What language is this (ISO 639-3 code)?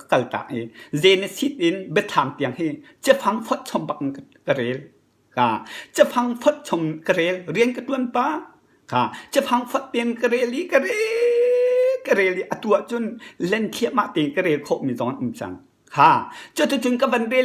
cnh